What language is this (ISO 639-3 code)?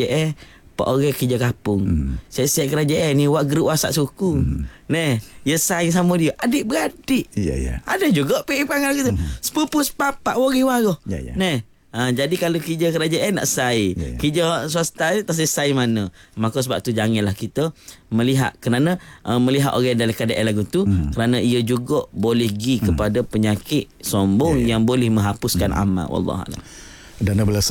msa